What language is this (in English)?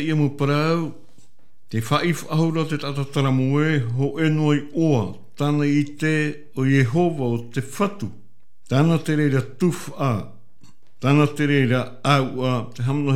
Tahitian